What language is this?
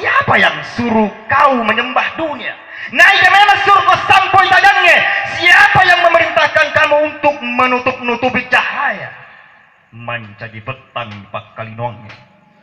Buginese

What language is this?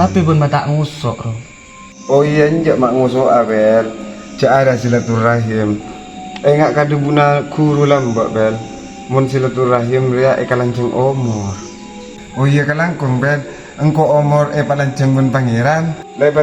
Madurese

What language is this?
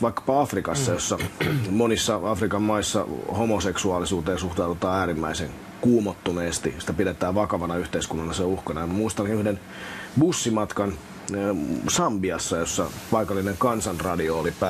Finnish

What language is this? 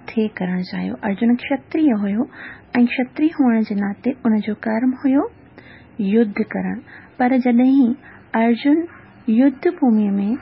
Sindhi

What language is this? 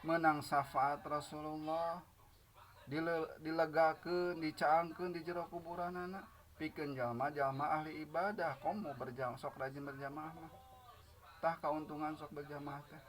Sundanese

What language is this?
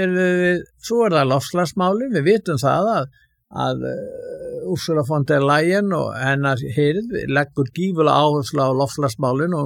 Icelandic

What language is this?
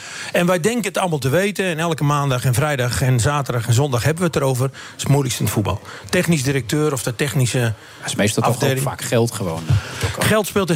Dutch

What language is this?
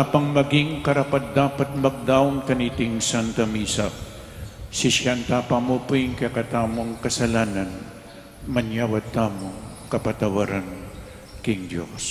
Pampanga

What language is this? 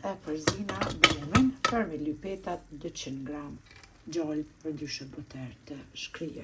Albanian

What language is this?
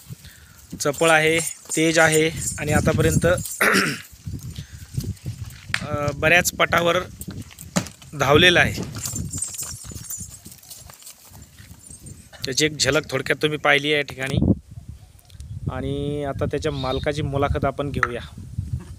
Marathi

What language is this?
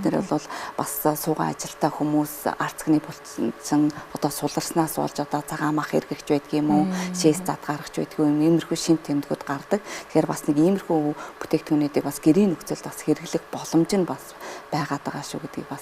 Mongolian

